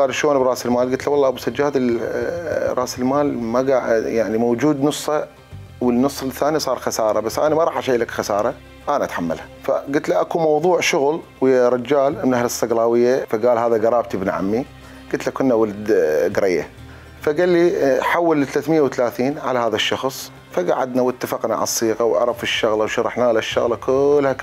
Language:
Mesopotamian Arabic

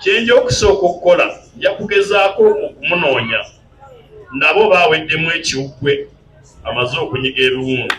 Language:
Ganda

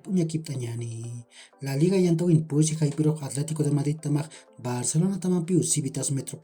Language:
Aymara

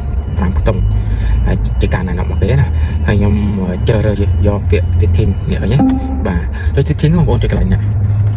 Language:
Khmer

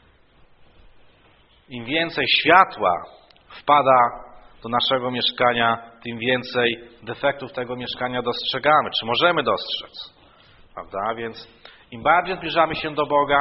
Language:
Polish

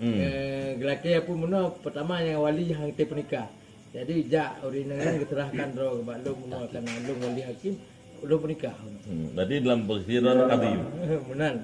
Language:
Achinese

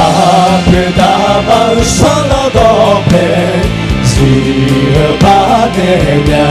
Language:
Akha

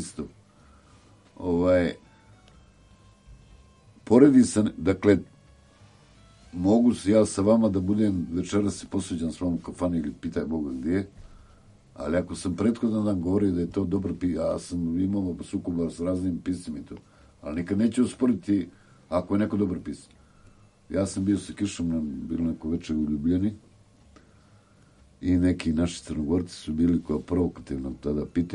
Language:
Serbian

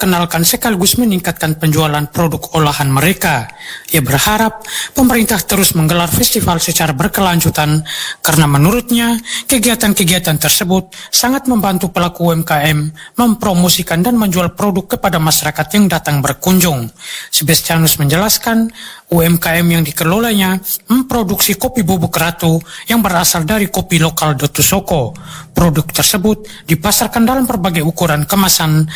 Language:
Indonesian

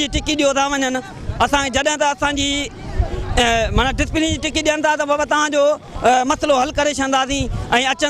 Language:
Sindhi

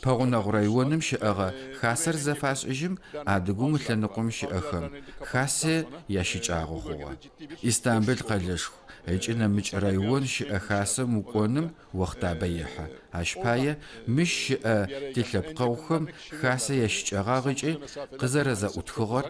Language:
Adyghe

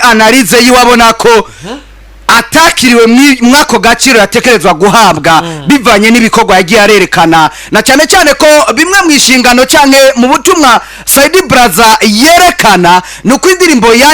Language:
Rundi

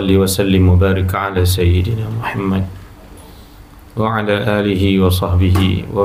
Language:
Malay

